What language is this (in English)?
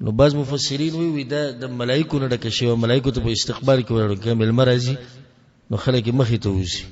Pashto